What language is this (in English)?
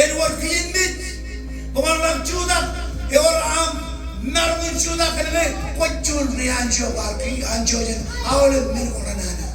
Marshallese